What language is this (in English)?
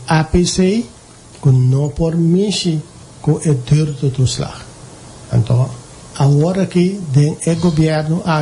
Papiamento